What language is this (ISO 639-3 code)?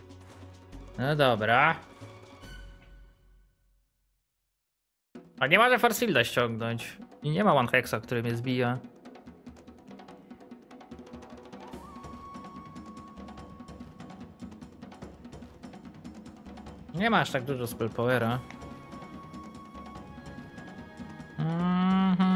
pol